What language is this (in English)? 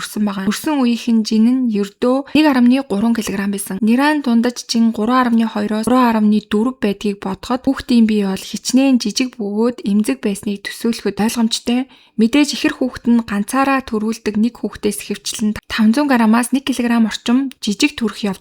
Mongolian